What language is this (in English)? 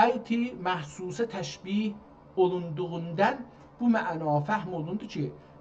South Azerbaijani